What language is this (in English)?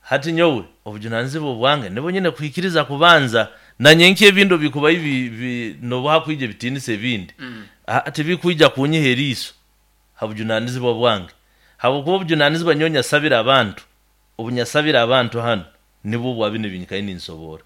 Nyoro